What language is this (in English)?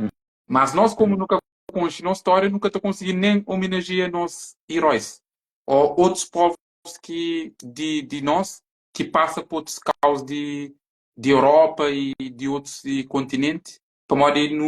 Kabuverdianu